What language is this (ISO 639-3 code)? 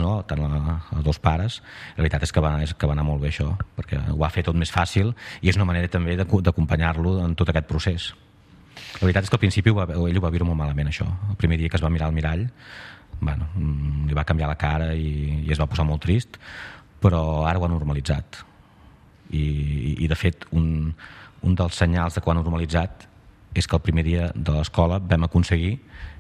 cat